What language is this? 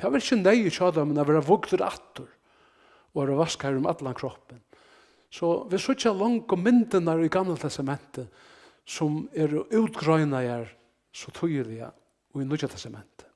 Faroese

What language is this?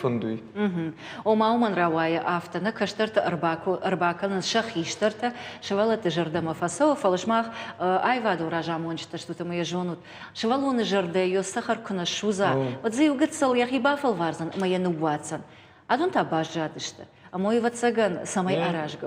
Ossetic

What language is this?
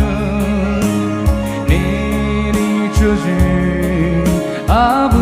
Poumei Naga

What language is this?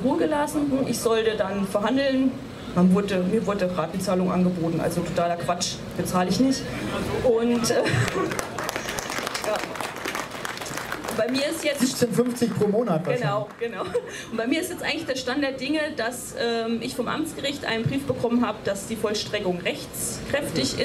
German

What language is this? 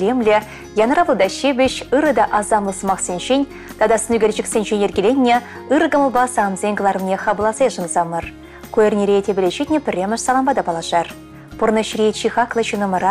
Chuvash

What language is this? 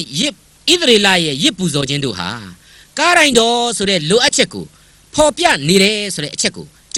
Burmese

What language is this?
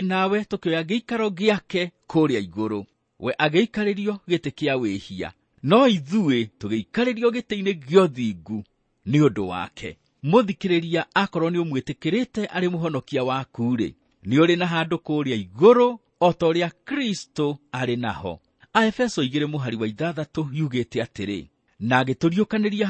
Kikuyu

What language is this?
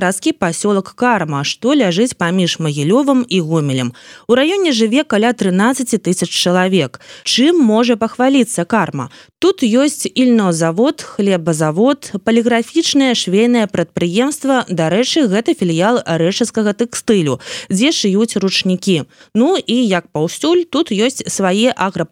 Belarusian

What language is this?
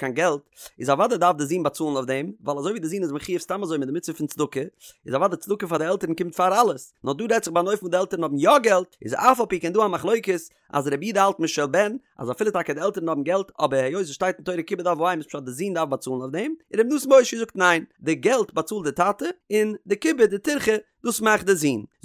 Yiddish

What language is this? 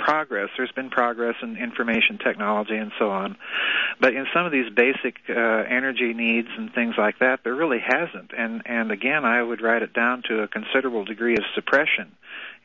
English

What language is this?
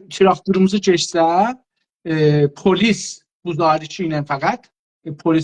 South Azerbaijani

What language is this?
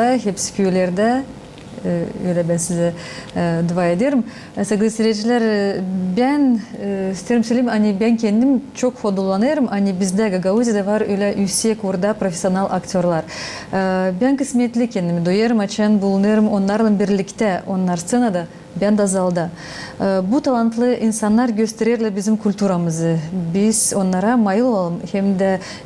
Gagauz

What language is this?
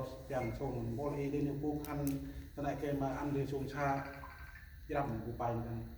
Central Mnong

